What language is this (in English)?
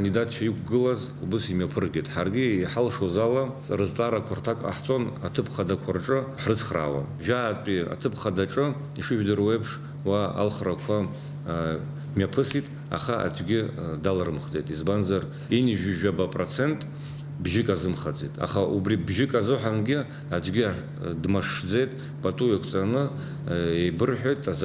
Abkhazian